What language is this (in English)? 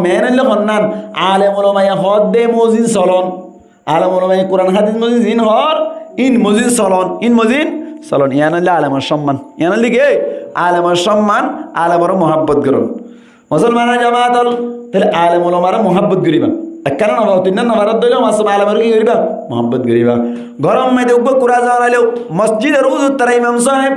Rohingya